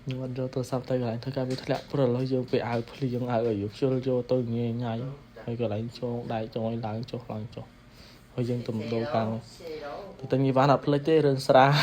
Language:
Khmer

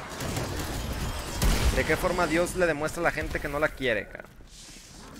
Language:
Spanish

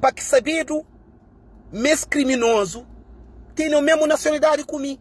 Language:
Kabuverdianu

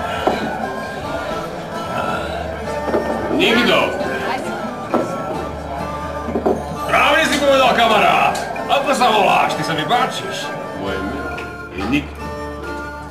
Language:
Slovak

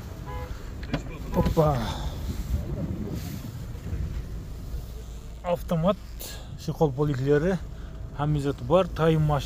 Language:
Kazakh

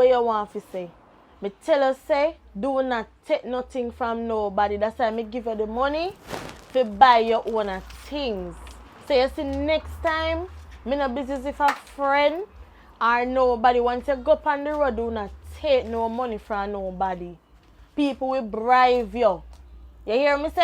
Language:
Jamaican Creole English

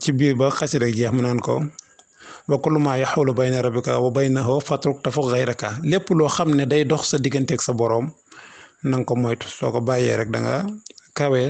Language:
Wolof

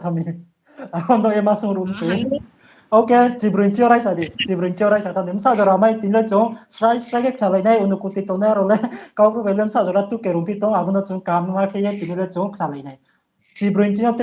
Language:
Riang (India)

